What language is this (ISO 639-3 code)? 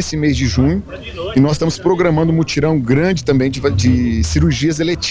por